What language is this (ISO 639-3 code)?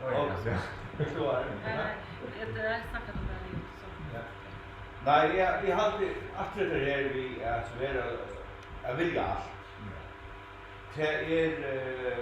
fao